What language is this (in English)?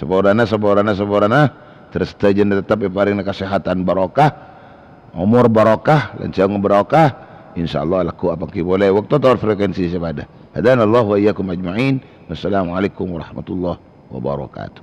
Madurese